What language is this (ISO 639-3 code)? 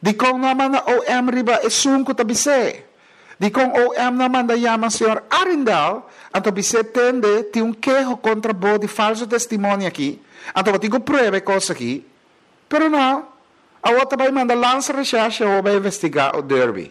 pap